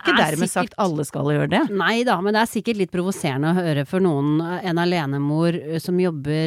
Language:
Norwegian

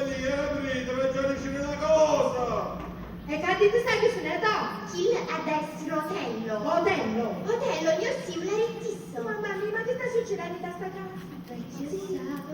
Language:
Neapolitan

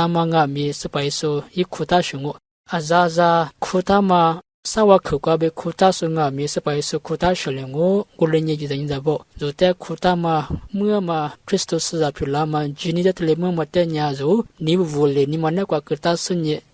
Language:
Lisu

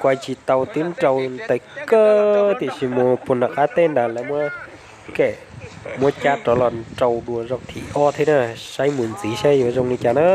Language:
Hmong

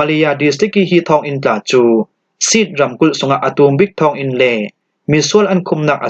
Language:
Falam Chin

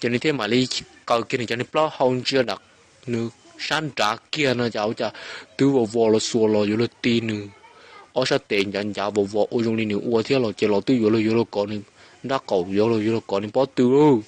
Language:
Hmong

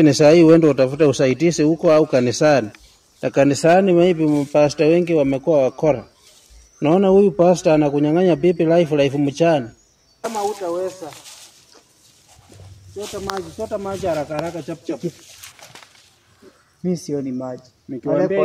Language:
Swahili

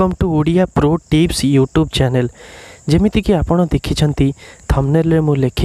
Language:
Odia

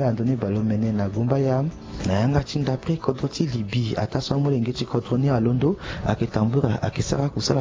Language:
Sango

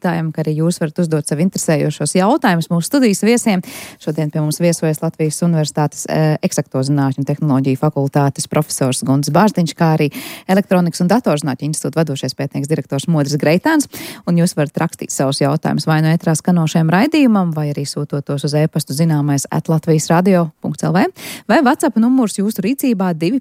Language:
Latvian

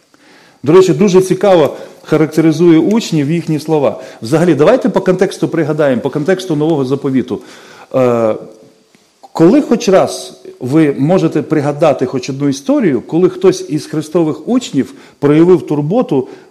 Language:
Ukrainian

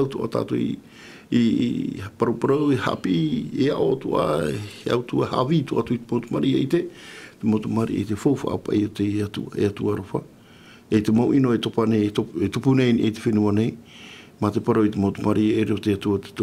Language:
Tahitian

